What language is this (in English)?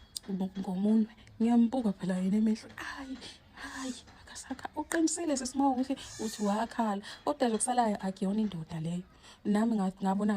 Zulu